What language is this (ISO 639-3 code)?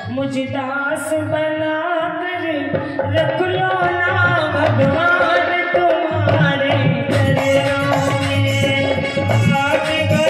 hin